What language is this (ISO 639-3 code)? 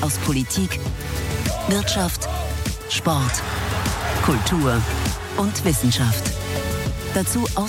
deu